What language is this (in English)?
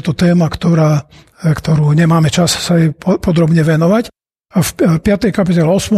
Slovak